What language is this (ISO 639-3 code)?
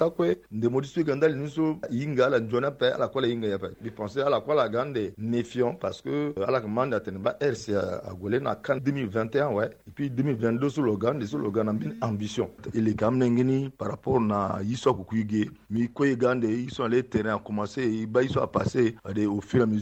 sag